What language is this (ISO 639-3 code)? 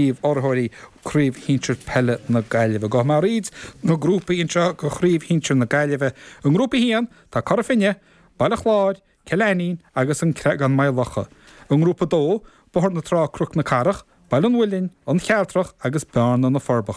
gle